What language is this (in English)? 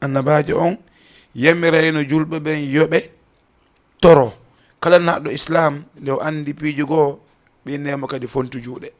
Fula